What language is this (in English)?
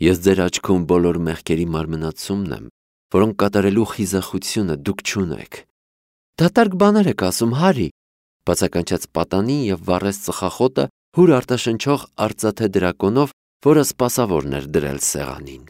Armenian